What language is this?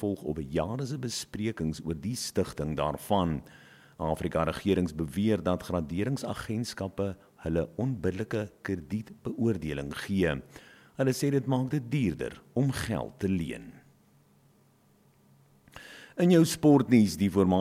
Afrikaans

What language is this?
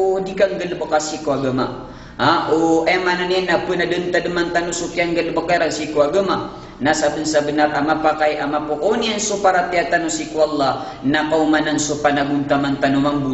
Maranao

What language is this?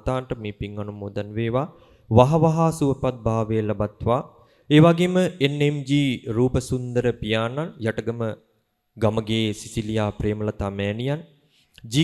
Sinhala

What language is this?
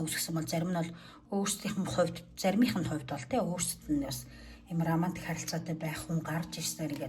Mongolian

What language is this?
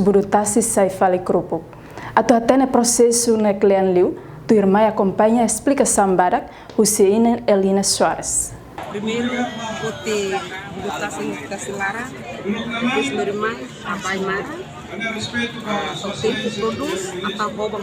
Tetum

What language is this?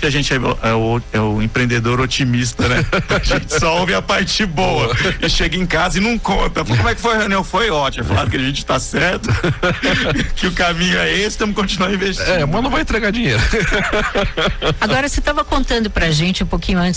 Portuguese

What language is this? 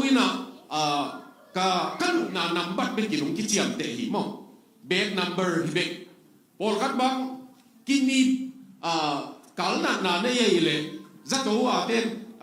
Tedim Chin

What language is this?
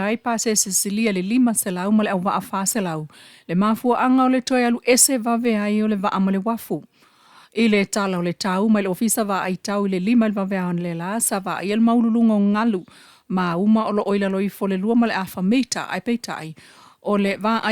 Samoan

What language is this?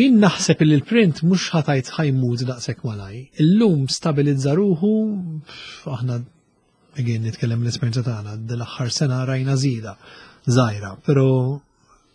Maltese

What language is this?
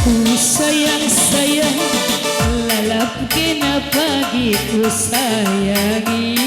Batak Karo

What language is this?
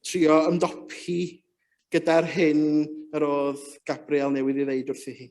Welsh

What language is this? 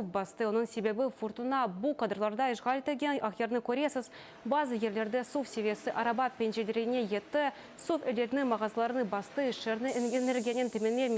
Crimean Tatar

